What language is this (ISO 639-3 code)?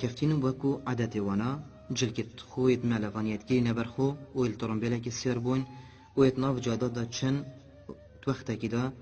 kur